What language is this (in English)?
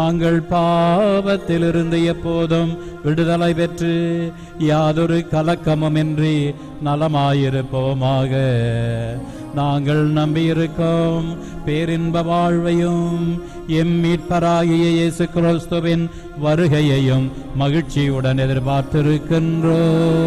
Tamil